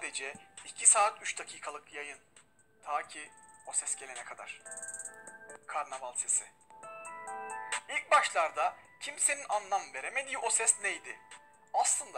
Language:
Turkish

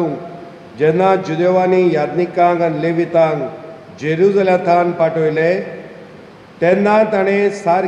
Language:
Konkani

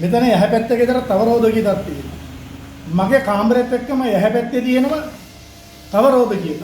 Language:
Sinhala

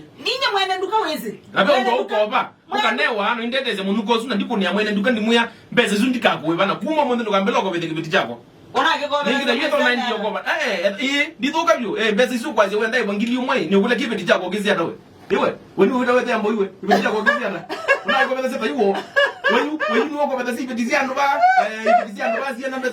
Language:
Kamba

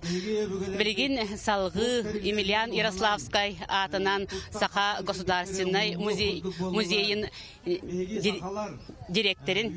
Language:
Yakut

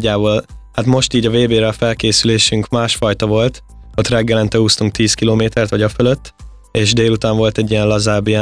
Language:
Hungarian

